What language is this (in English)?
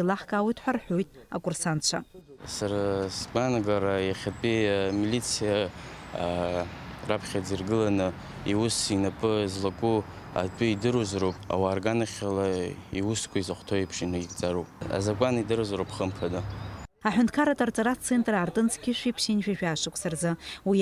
Abkhazian